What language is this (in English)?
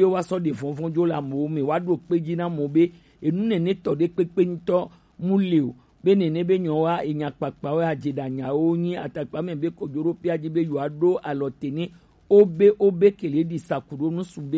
Gen